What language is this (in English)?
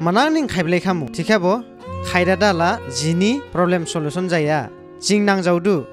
Dimasa